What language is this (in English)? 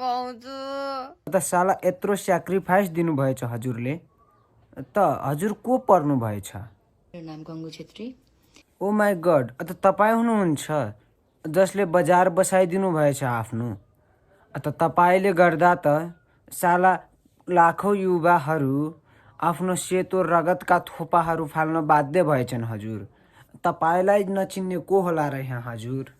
Nepali